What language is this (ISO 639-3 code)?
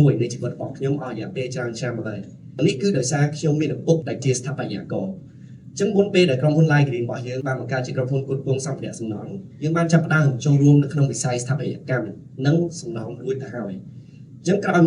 khm